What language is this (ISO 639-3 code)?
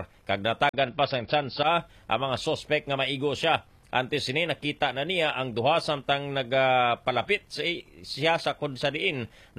hil